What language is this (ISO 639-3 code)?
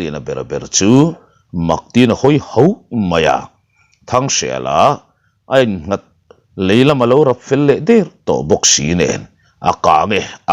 lus